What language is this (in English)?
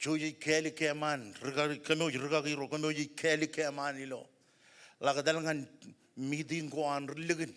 Marshallese